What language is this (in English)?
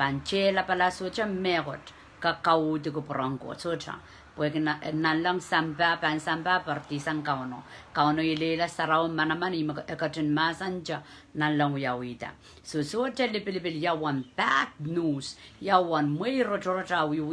Pohnpeian